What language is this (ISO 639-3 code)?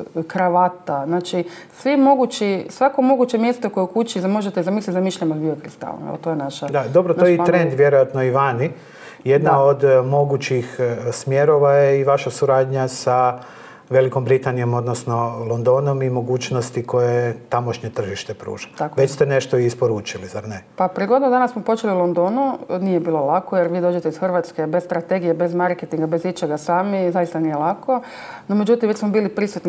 hrv